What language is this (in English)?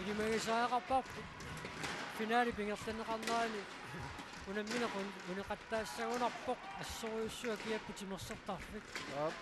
Kalaallisut